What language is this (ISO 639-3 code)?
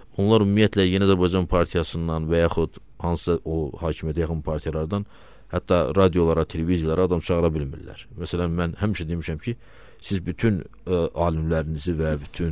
aze